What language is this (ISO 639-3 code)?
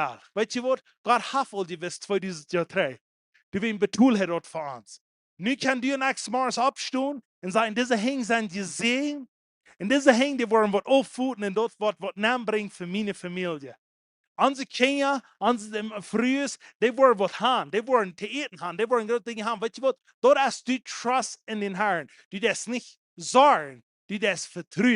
pdt